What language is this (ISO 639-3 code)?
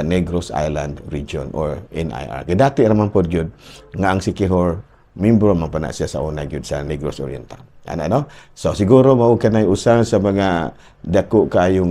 ceb